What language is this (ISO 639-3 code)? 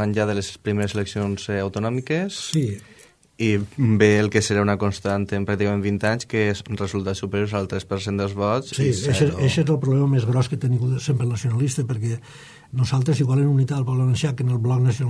cat